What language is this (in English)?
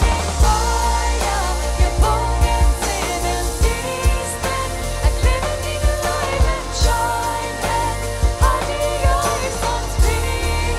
Plautdietsch